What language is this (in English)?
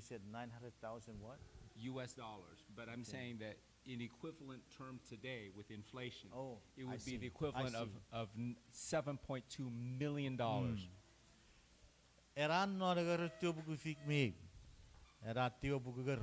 Chuukese